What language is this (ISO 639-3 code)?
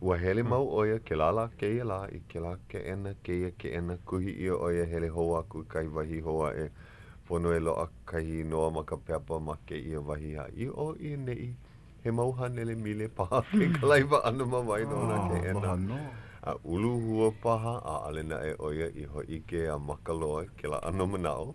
haw